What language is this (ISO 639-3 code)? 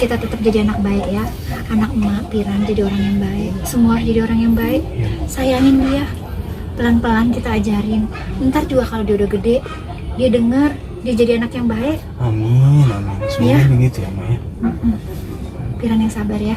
bew